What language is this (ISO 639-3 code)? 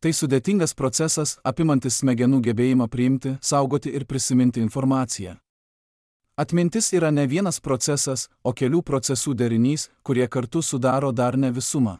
lit